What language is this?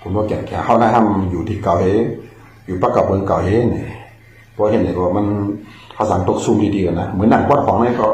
Shan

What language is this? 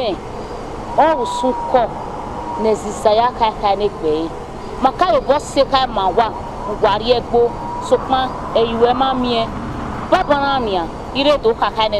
Bini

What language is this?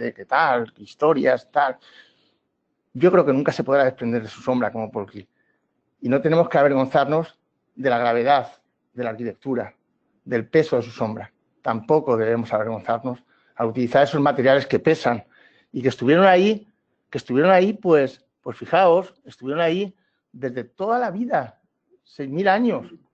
Spanish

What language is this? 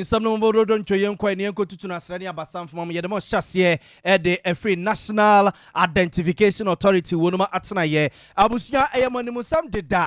Akan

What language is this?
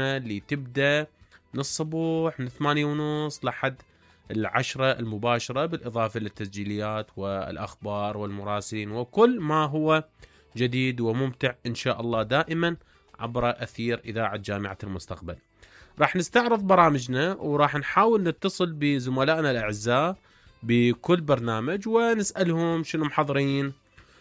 Mesopotamian Arabic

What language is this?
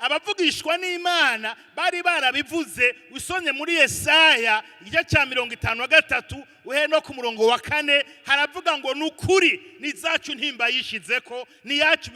Rundi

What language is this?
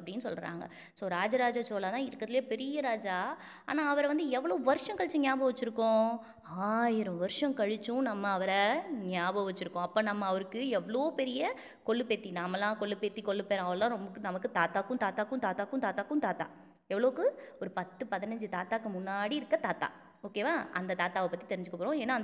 Tamil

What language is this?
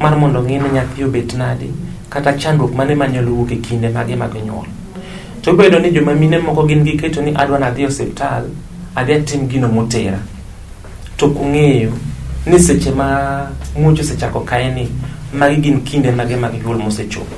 Luo (Kenya and Tanzania)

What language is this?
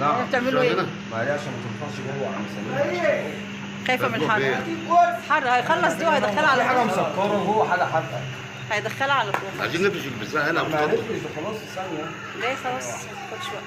Egyptian Arabic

